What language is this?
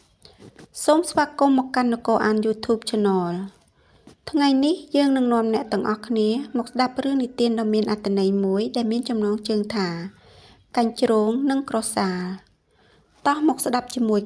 Khmer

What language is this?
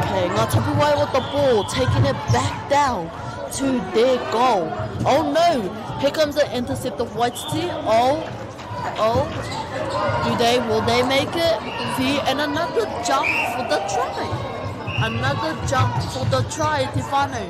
Māori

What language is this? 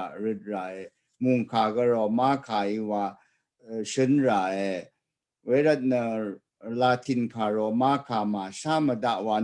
Rawang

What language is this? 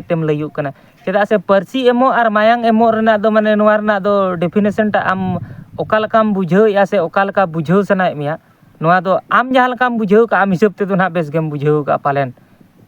Santali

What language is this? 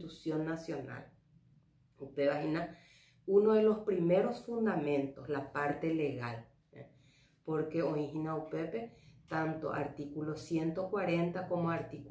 Guarani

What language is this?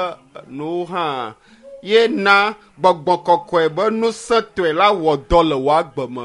Ewe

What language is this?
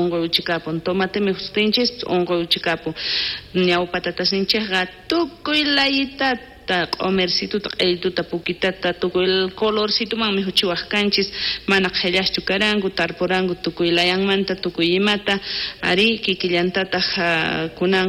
South Bolivian Quechua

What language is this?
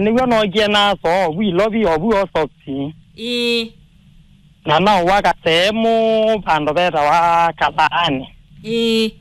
Kamba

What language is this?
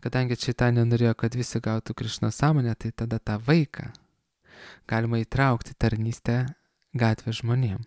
Lithuanian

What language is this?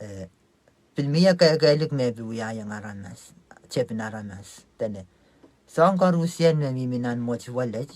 Pohnpeian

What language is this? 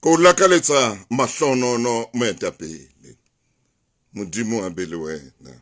Southern Sotho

